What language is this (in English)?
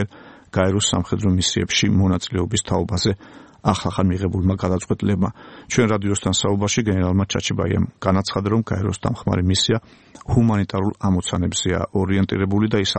Georgian